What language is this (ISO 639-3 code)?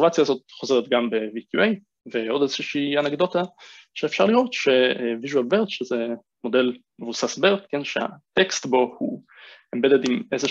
heb